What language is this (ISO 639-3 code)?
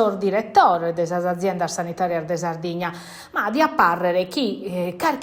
srd